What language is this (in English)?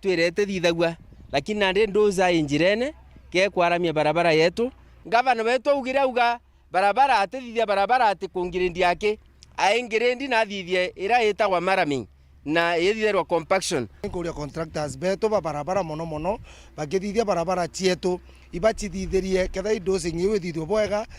Meru